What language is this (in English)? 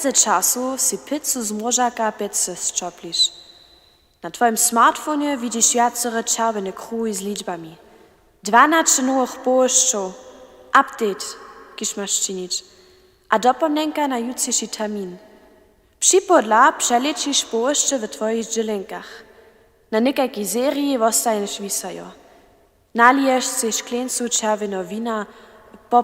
Upper Sorbian